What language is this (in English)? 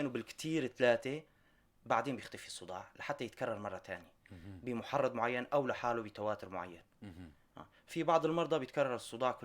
North Levantine Arabic